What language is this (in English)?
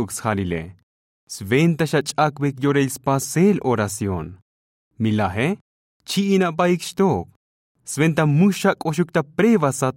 Tzotzil